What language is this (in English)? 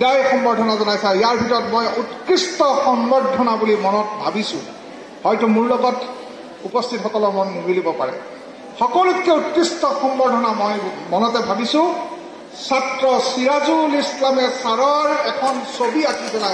Assamese